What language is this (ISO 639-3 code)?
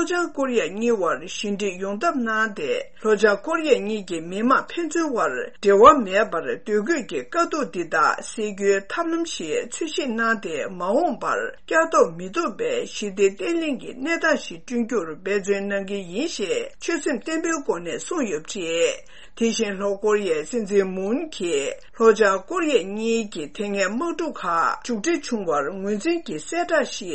bod